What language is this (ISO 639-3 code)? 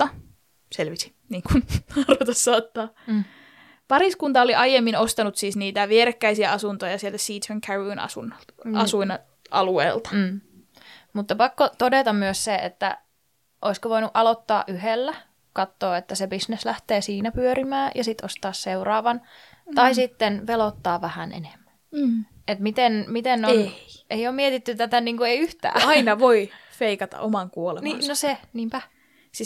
fin